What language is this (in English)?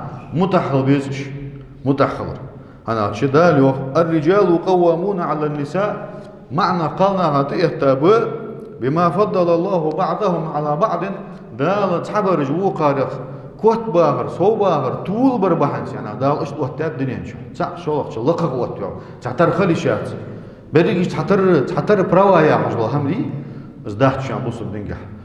Ingush